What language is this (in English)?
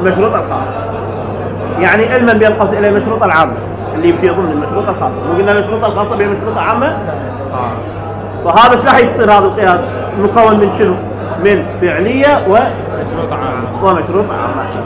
Mesopotamian Arabic